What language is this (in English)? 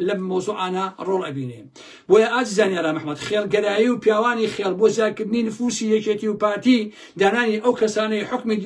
Central Kurdish